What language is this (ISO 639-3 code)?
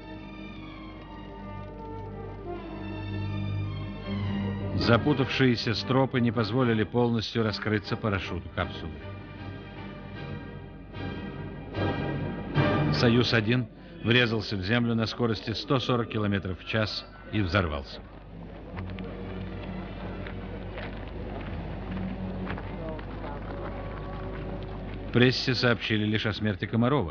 rus